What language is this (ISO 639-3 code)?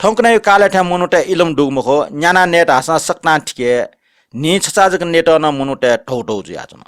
new